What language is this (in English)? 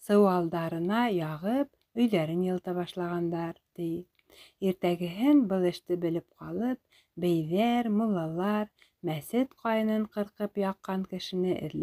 Bashkir